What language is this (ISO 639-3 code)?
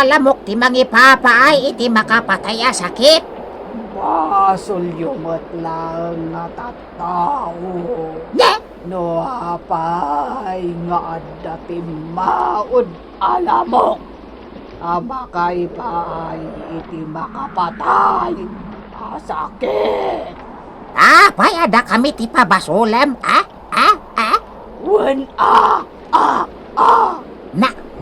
ilo